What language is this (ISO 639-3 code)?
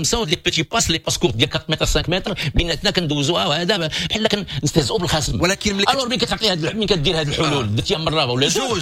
ary